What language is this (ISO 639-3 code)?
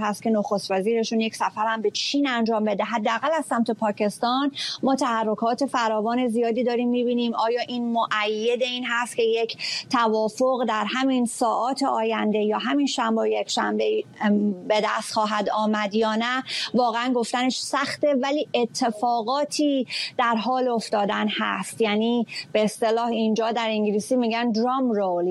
fas